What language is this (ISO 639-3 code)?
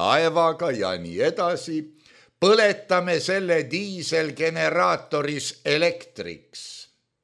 est